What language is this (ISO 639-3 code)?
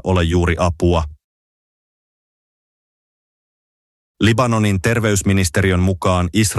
fin